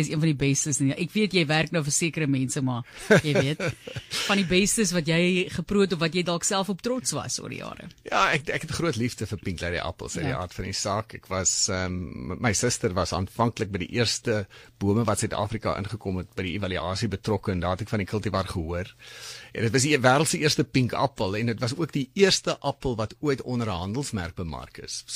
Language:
Afrikaans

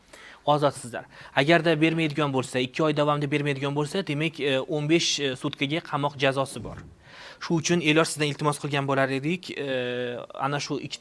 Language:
Uzbek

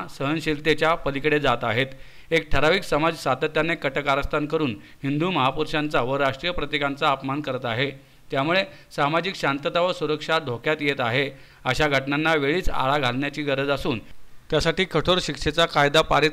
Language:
Marathi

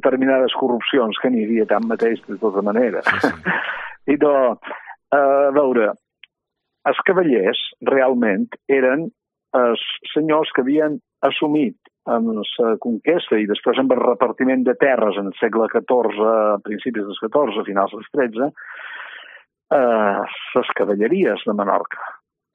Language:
Catalan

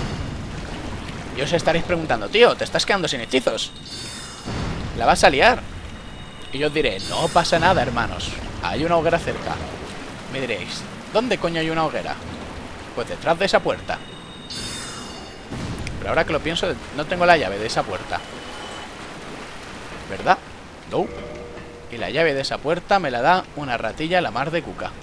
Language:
Spanish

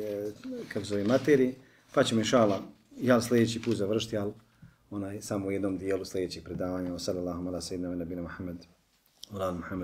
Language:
Bosnian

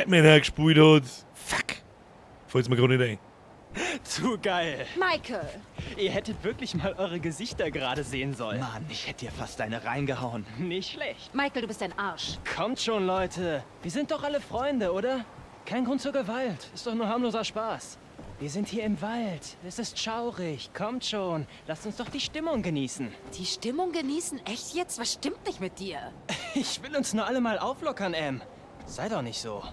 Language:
Bavarian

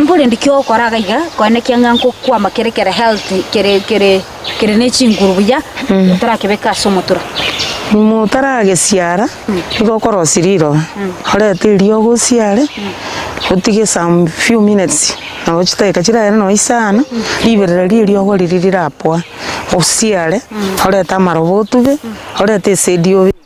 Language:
Gusii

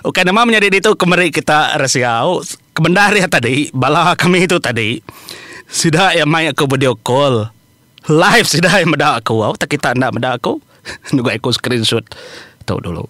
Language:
Iban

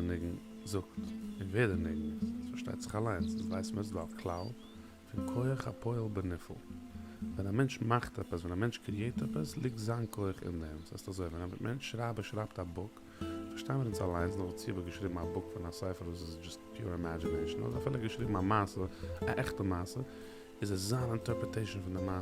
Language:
Yiddish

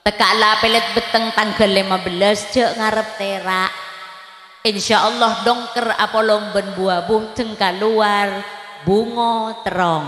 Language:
Madurese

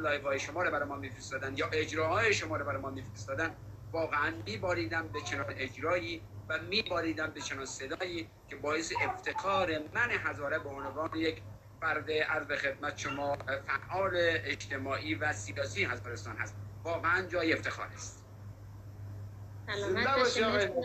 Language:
Persian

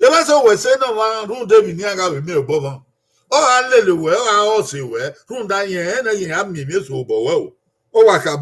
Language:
Bini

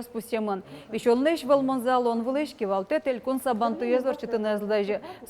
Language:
Udmurt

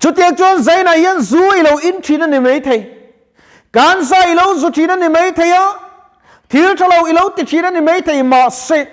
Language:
Mizo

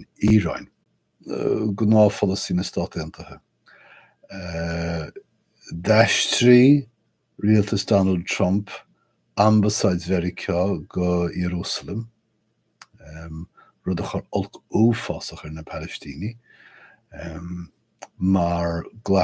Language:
Irish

